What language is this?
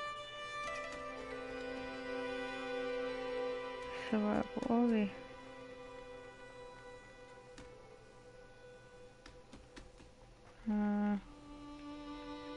Finnish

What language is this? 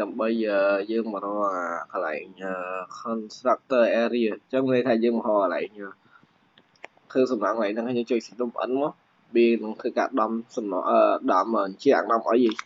Khmer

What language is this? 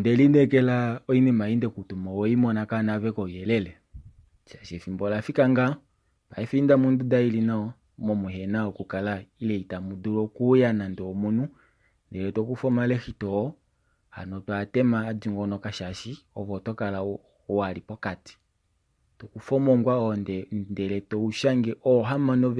Kuanyama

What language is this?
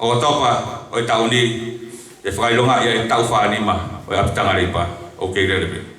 Tongan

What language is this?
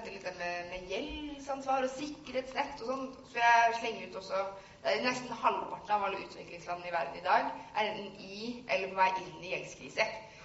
Norwegian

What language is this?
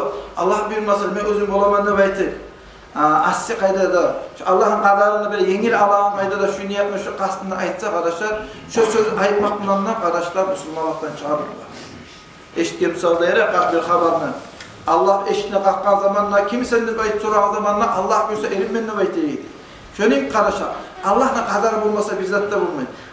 Kumyk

